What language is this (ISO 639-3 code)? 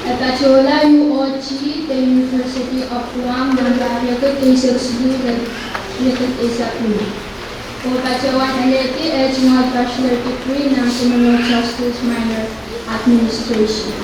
pon